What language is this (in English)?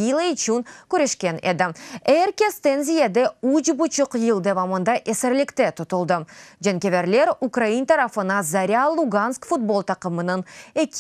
Crimean Tatar